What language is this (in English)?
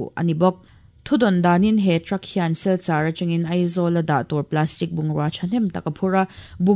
Mizo